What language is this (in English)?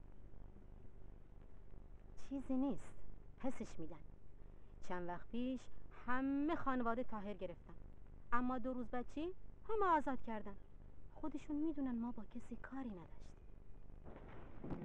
Persian